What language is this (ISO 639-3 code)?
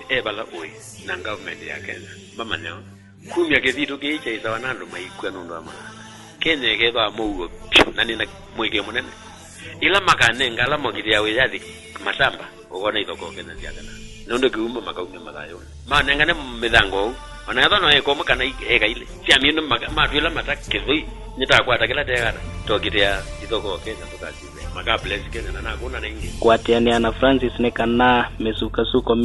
kam